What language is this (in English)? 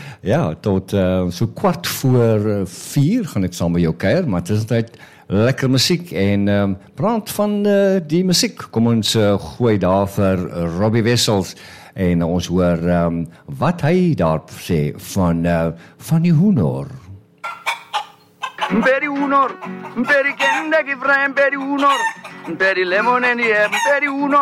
Afrikaans